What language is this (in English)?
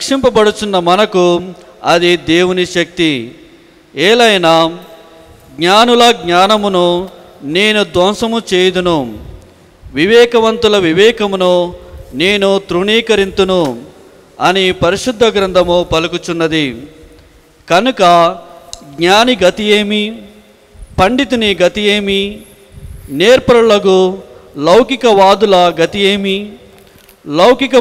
Telugu